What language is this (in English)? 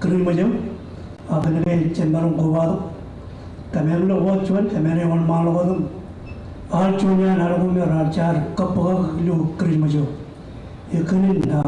Marshallese